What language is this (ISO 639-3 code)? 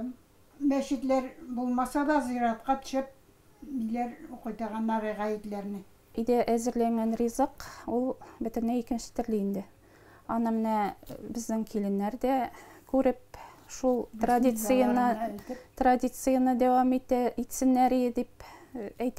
tat